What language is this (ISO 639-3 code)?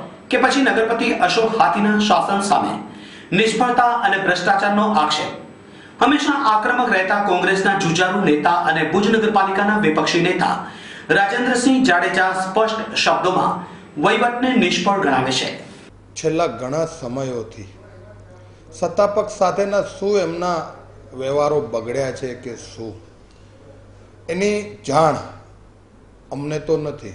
guj